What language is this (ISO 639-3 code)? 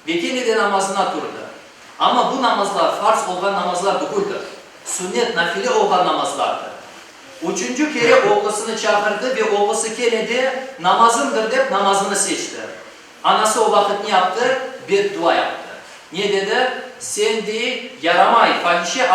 crh